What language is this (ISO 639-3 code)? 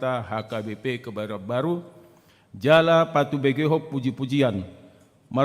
bbc